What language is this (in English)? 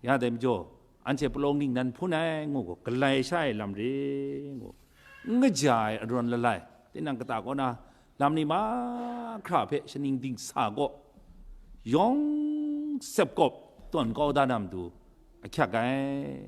Kachin